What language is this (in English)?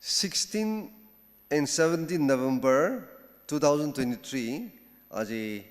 Ao Naga